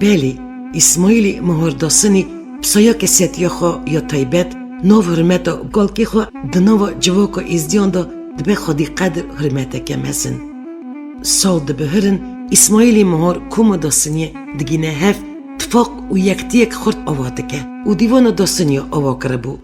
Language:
Kurdish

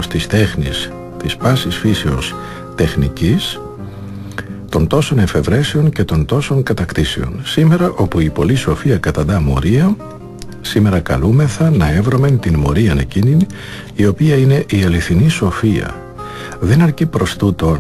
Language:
Greek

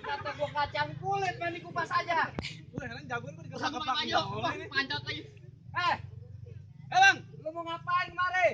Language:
Betawi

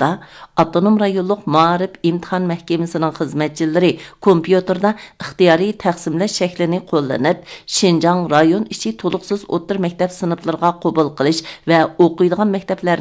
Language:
Uyghur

